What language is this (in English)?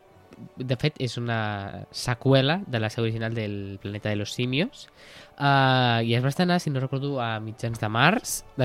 Catalan